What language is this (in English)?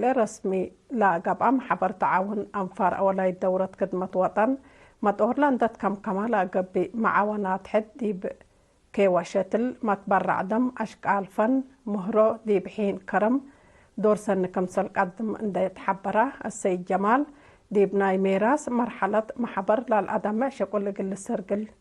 Tigre